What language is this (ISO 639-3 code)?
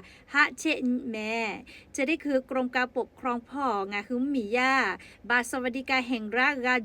lhu